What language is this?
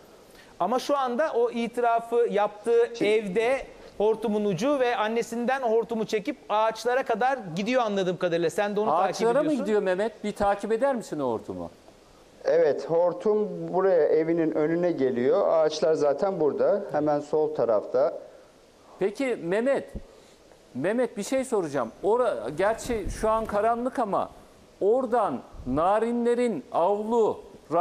Turkish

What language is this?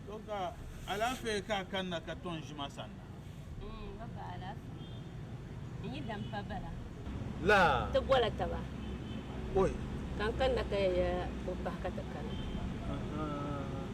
Dagbani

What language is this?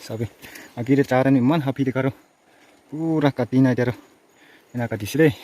Naga Pidgin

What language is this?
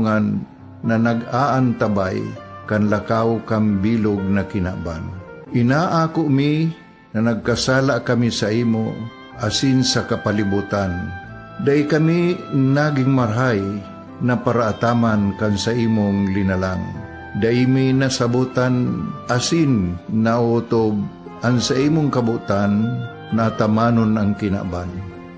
Bikol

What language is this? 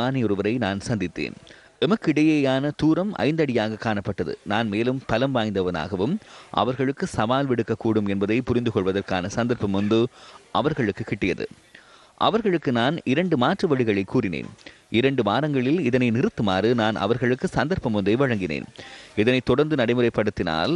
Tamil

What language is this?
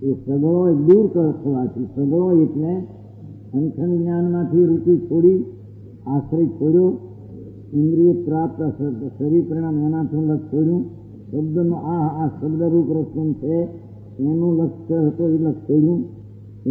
Gujarati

